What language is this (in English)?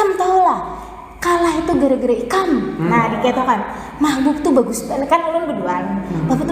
Banjar